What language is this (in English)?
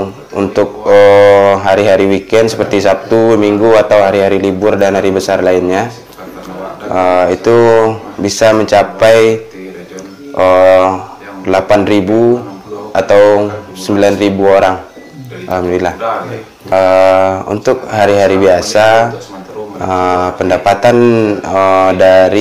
Indonesian